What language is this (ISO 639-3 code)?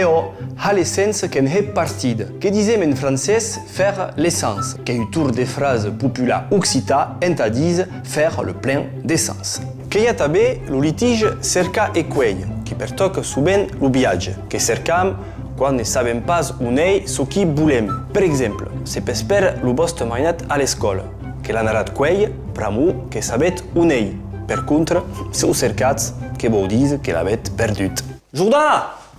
oci